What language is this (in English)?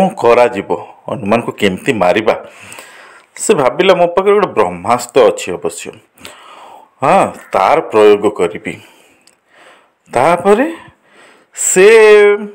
Odia